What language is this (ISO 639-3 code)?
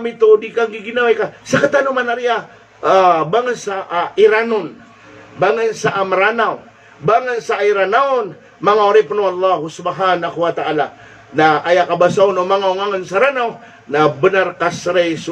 mrw